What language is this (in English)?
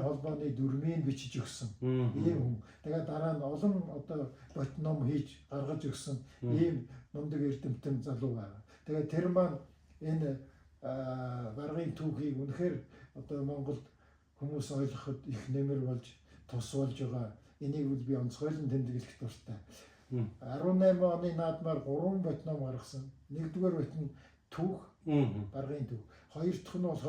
Mongolian